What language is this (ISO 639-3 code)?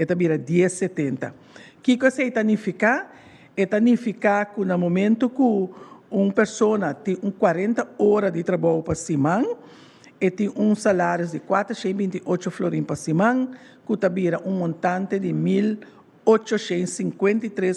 pap